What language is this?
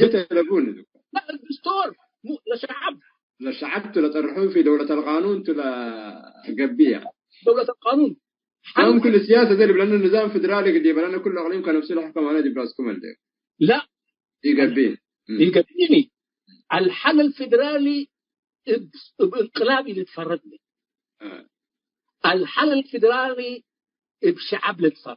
Tigre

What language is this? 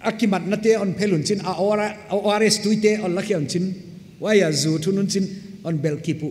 Paite Chin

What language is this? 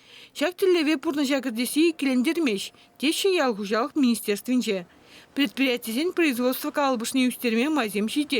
Chuvash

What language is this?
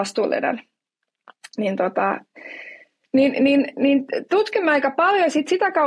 Finnish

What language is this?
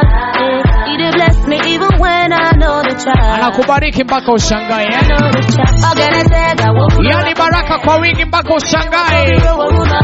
Swahili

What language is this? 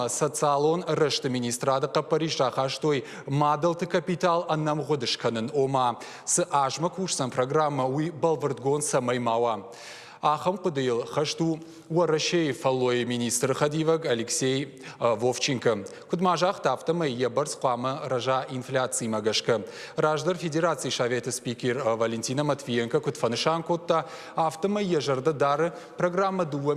Ossetic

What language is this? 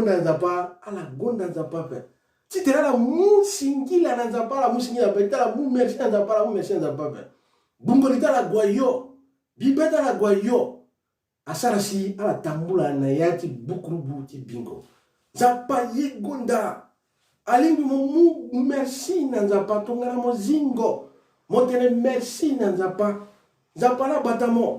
Sango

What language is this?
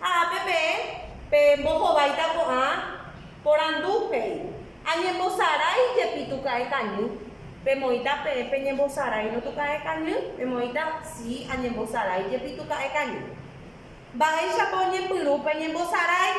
Guarani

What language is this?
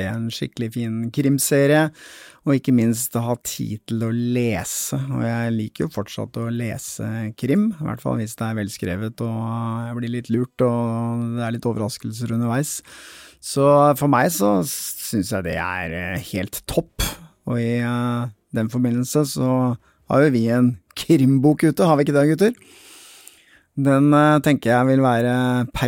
Norwegian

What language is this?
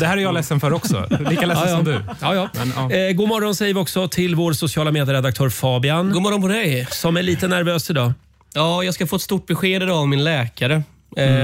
Swedish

